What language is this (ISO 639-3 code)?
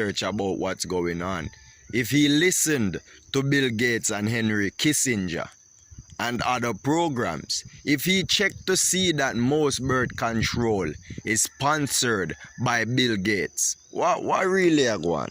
jam